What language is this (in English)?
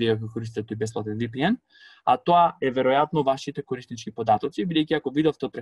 Macedonian